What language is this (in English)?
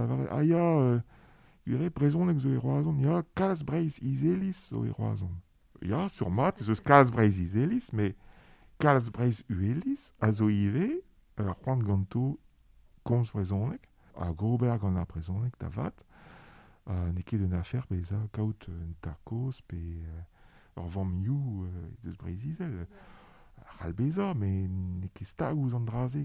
Breton